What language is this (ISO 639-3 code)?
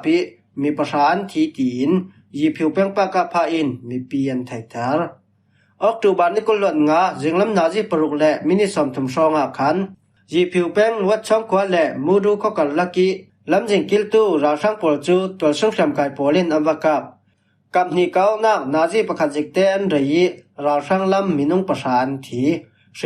cfm